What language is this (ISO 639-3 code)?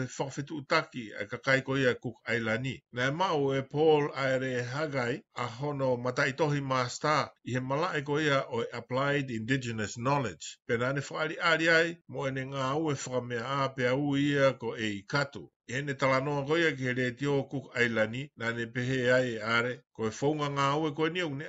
ton